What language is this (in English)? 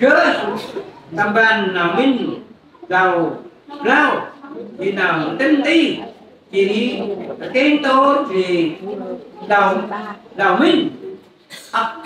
Central Mnong